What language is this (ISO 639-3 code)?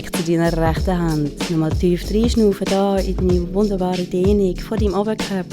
gsw